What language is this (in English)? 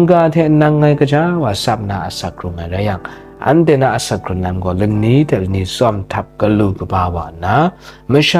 Kachin